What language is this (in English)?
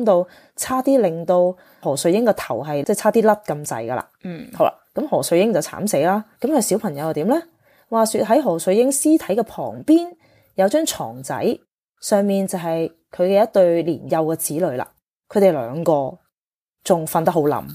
Cantonese